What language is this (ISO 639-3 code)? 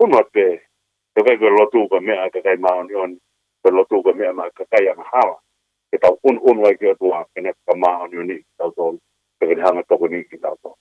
ton